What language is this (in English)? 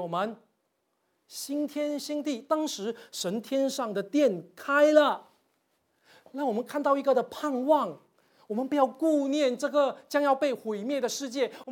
Chinese